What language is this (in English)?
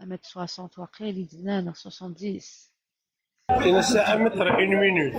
Kabyle